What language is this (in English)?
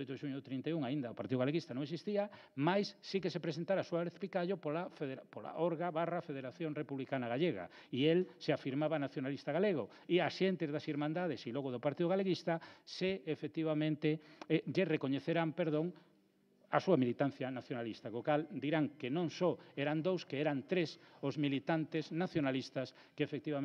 Galician